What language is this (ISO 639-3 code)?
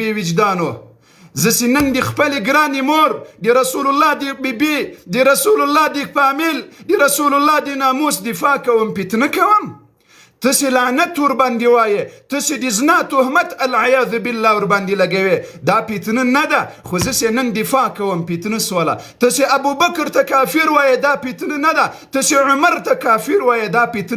pus